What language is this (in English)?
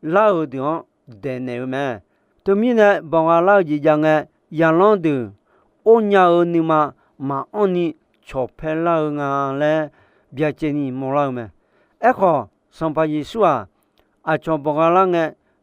Akha